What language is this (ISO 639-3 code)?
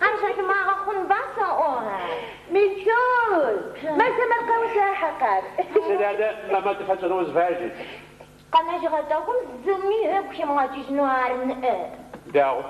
ady